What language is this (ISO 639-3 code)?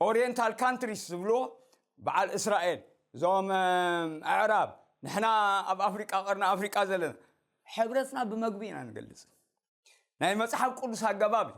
tir